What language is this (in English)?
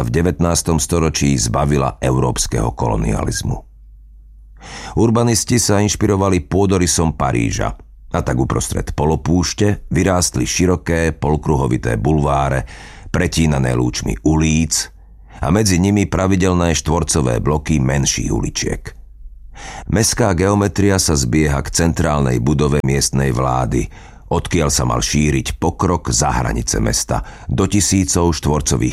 Slovak